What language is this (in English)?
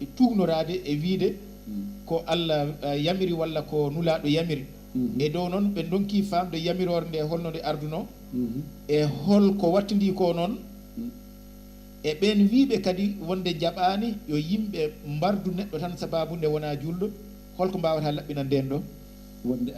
Fula